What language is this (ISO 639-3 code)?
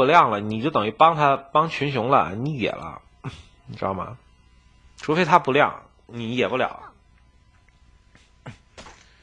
zho